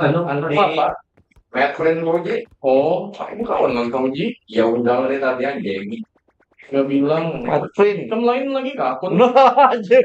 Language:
Banjar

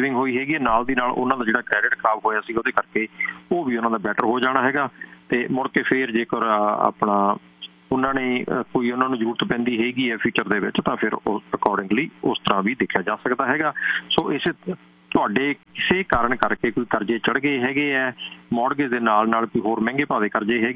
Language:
Punjabi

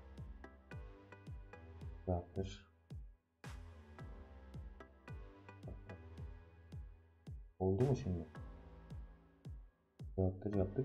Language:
Turkish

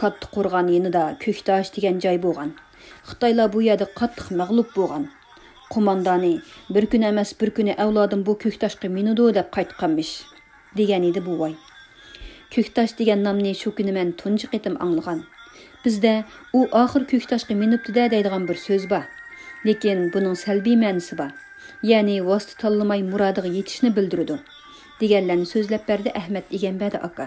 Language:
Uyghur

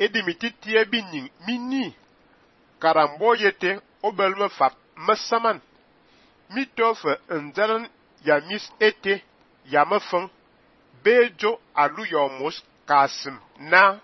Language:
Fang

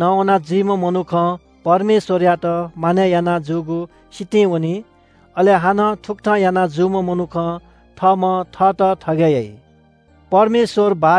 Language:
Newari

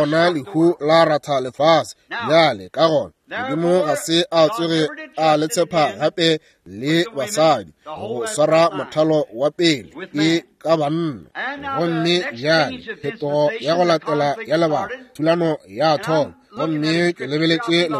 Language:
Northern Sotho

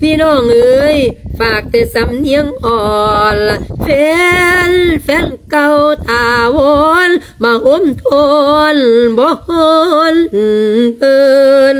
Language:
Lao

